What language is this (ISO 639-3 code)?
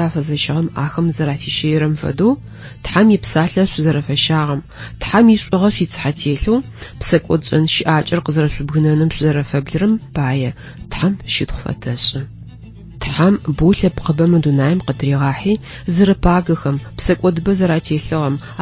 ady